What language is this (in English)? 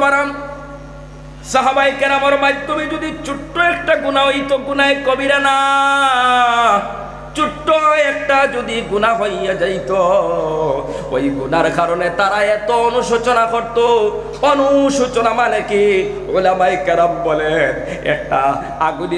Bangla